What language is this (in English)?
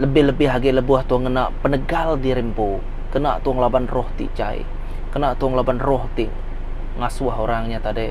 Iban